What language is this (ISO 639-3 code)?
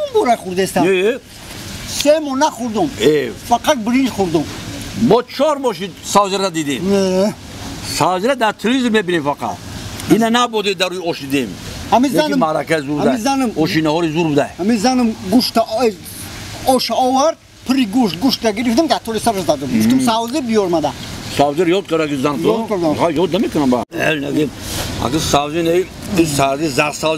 tgk